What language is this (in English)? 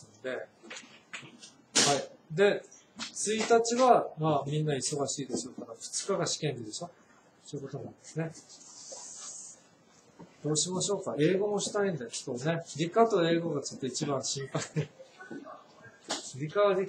Japanese